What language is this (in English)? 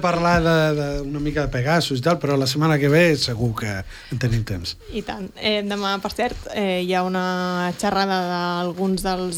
Catalan